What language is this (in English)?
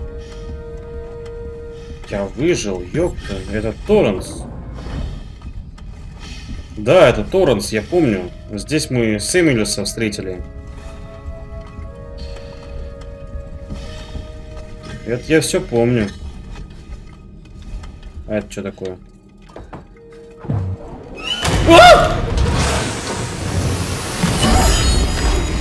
Russian